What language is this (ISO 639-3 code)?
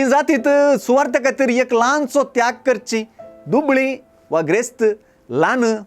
kok